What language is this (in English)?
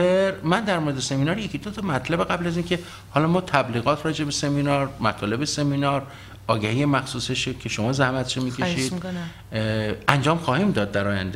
Persian